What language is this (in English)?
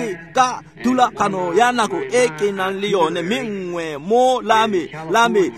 Tswana